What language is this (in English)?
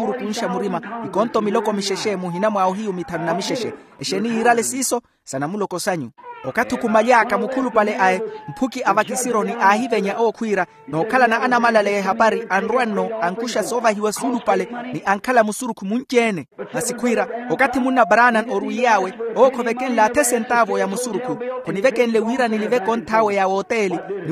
Makhuwa